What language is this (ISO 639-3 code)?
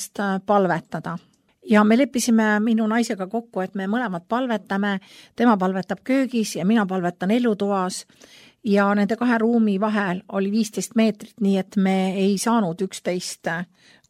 est